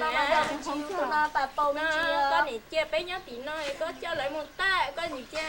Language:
Hmong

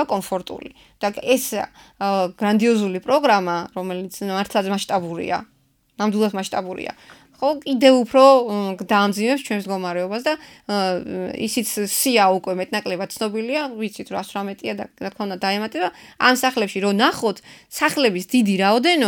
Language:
Georgian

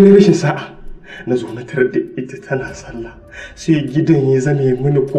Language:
Hausa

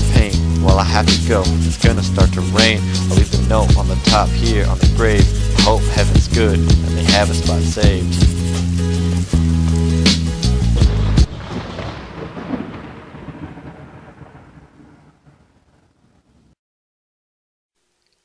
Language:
English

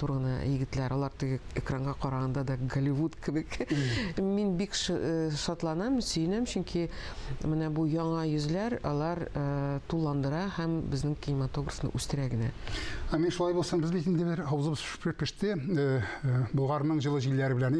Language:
Tatar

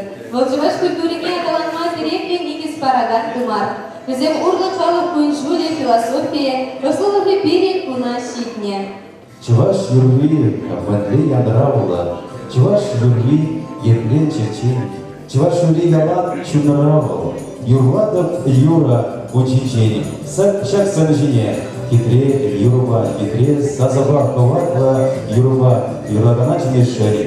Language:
Chuvash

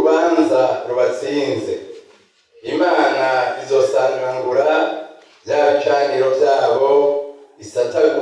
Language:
Rundi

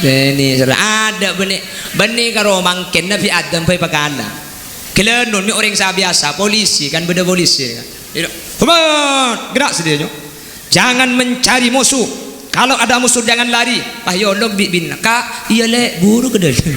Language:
Madurese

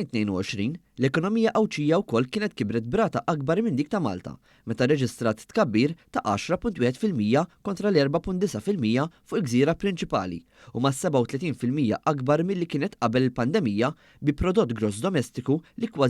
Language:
Maltese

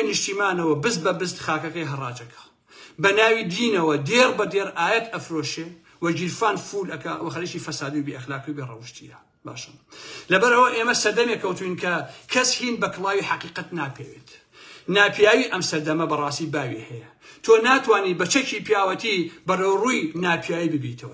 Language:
Central Kurdish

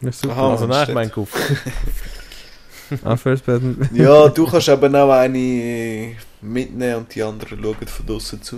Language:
Swiss German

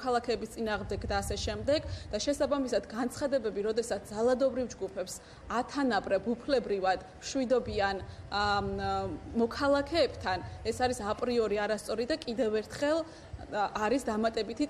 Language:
Georgian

